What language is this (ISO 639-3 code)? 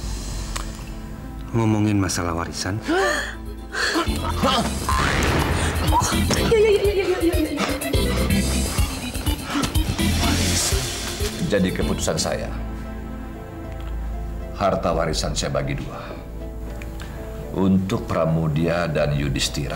ind